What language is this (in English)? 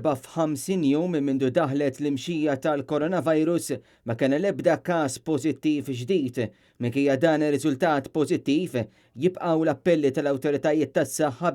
Maltese